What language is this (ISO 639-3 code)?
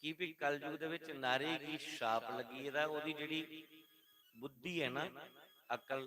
doi